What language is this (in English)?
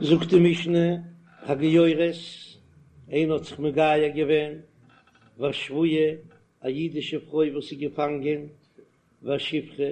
Yiddish